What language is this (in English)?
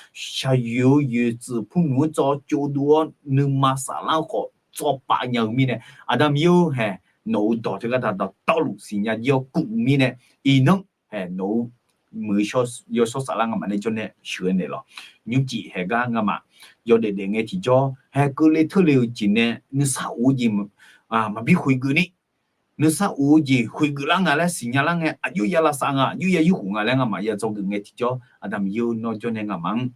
Akha